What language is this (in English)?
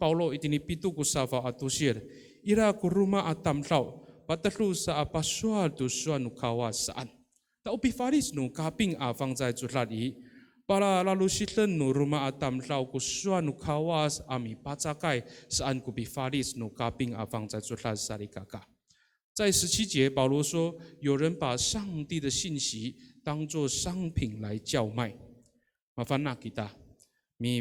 Amis